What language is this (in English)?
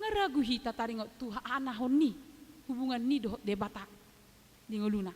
Batak Toba